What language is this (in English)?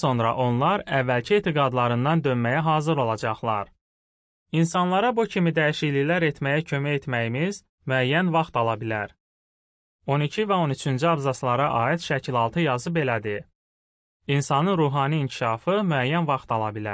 Azerbaijani